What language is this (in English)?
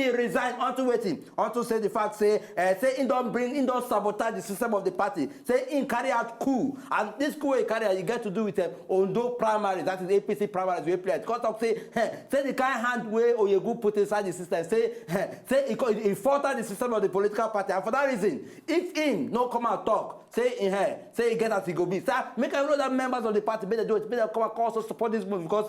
Nigerian Pidgin